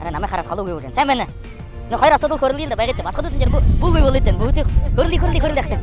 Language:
Buriat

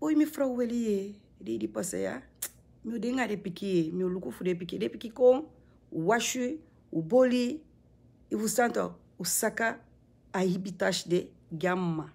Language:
Sranan Tongo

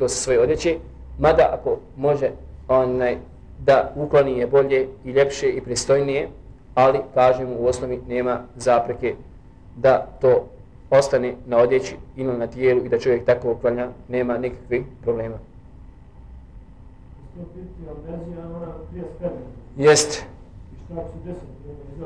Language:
Bosnian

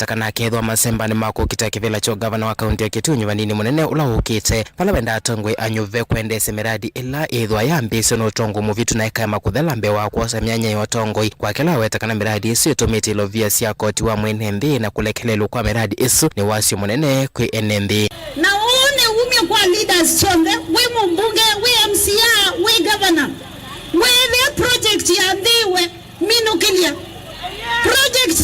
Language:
Kamba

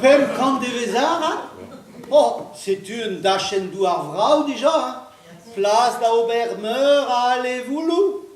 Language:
Breton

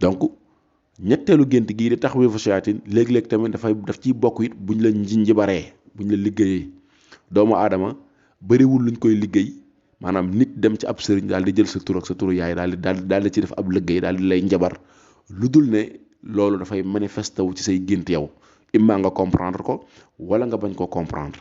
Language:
Wolof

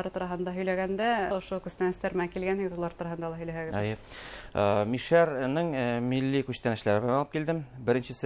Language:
Bashkir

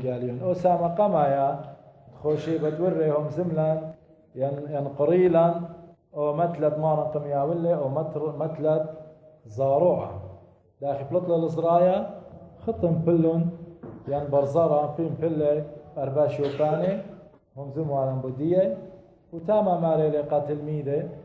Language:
Assyrian Neo-Aramaic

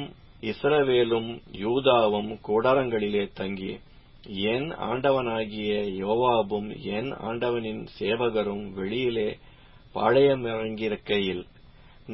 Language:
Tamil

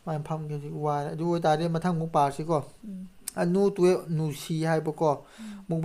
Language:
Manipuri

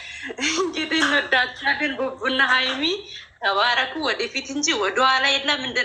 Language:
Amharic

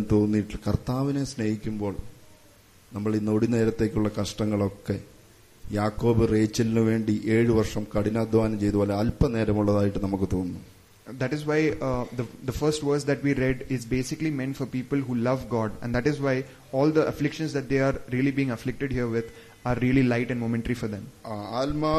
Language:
Malayalam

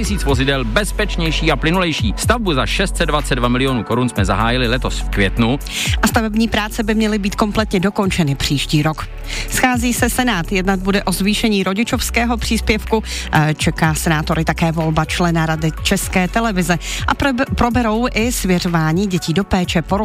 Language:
Czech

